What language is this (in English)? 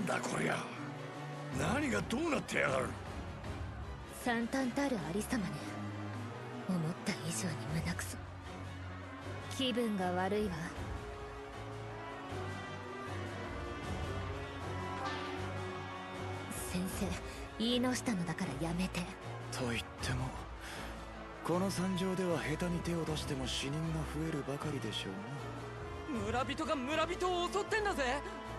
Japanese